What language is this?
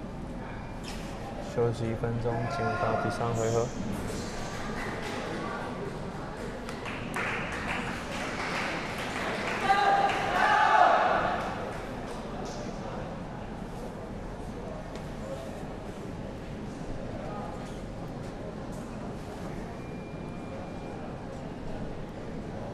Chinese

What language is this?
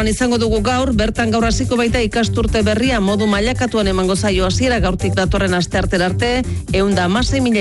Basque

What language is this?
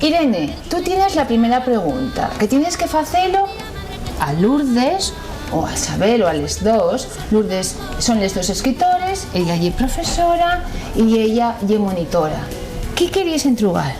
Asturian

